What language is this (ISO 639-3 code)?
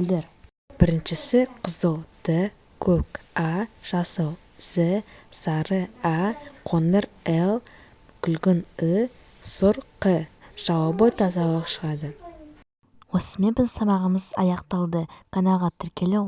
kaz